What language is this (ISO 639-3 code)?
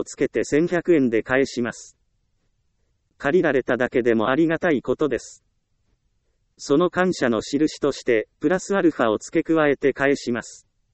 jpn